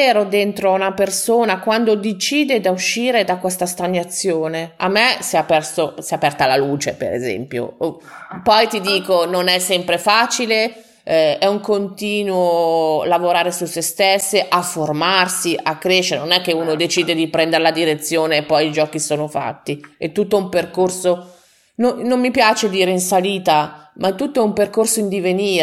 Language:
Italian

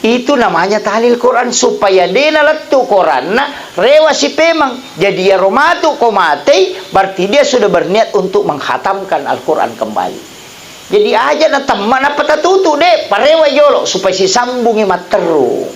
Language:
Buginese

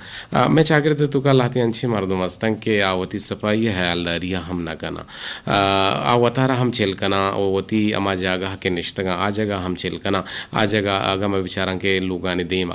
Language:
Eastern Balochi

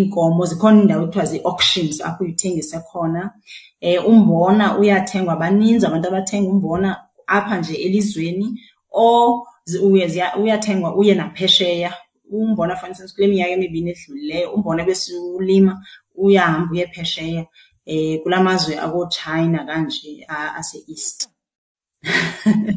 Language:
Xhosa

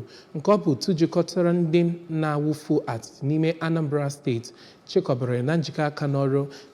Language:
Igbo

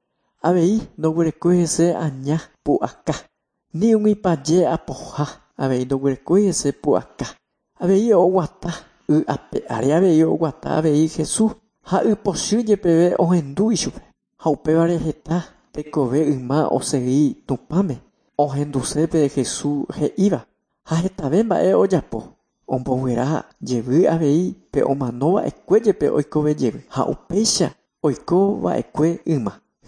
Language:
Guarani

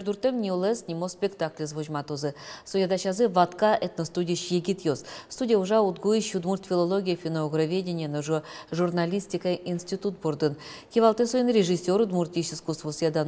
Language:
Udmurt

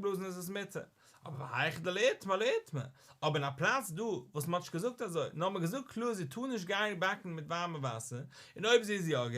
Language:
Yiddish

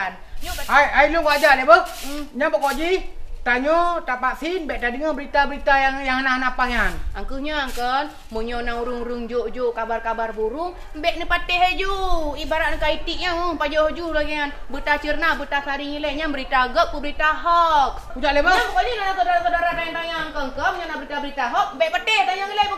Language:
Achinese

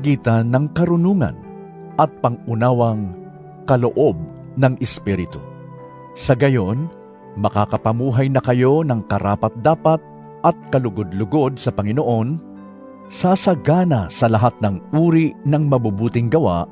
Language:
Filipino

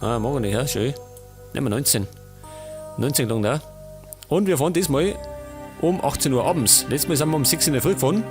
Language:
Bavarian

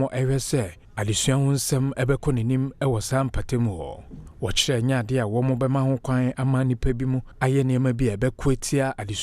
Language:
Akan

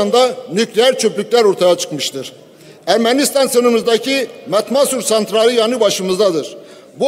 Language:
Turkish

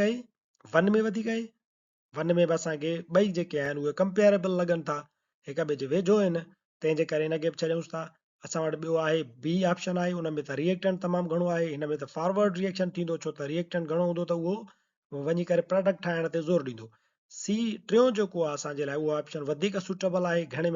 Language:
Sindhi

